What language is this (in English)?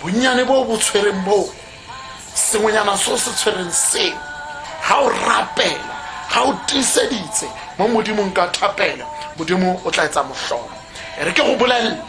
Tswana